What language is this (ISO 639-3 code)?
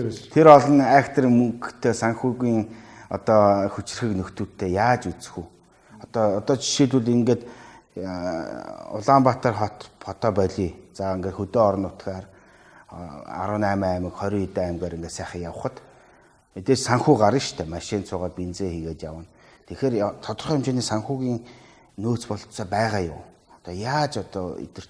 mon